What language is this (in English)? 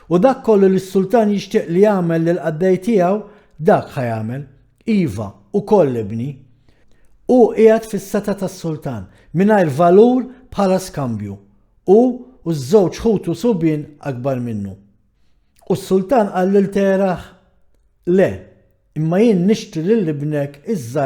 Maltese